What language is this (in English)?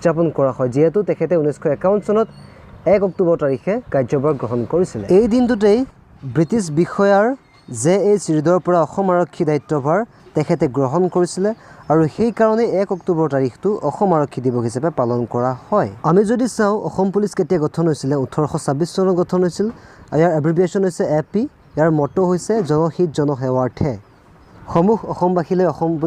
Assamese